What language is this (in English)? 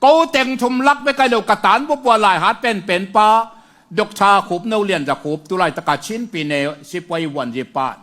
Tedim Chin